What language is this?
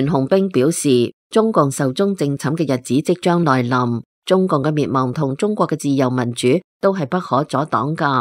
Cantonese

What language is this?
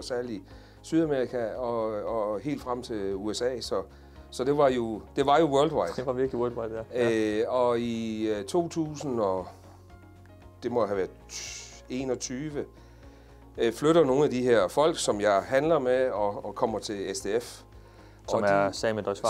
Danish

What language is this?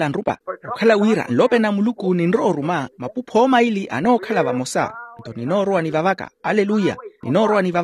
Makhuwa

